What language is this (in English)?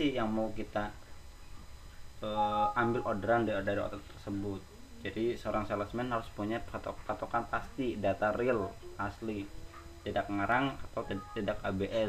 Indonesian